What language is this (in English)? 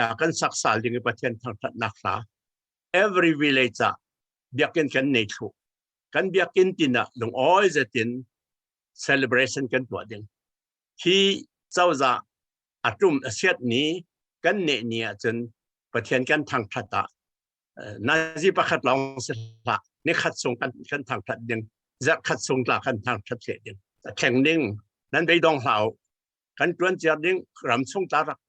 Falam Chin